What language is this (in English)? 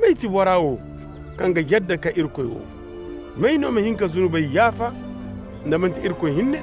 Koyraboro Senni